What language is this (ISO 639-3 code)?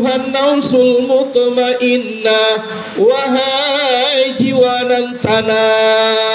min